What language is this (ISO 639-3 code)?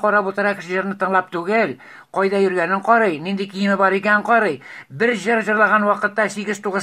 tat